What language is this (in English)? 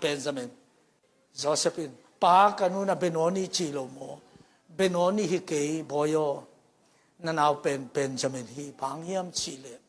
Tedim Chin